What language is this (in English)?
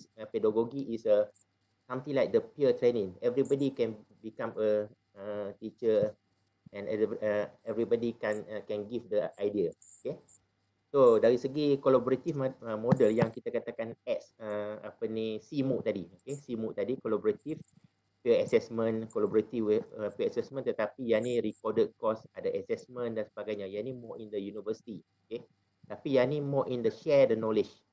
Malay